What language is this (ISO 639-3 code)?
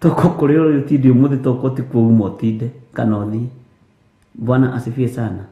kik